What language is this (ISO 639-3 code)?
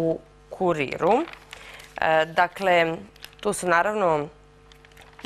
srp